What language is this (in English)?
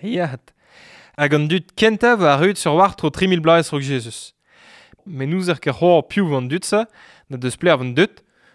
Breton